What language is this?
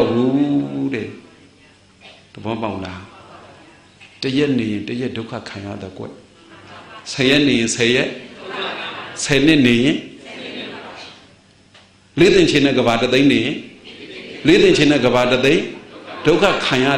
Burmese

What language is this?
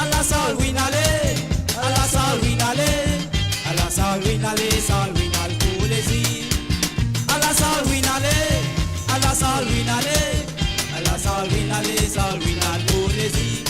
Morisyen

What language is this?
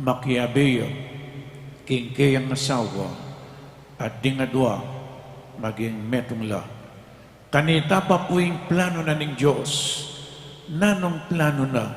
Pampanga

